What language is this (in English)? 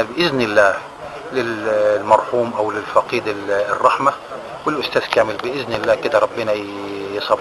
Egyptian Arabic